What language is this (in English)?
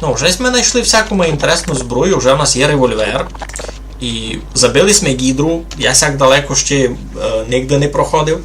Rusyn